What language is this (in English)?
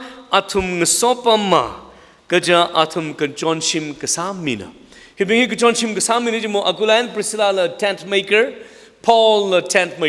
Tangkhul Naga (India)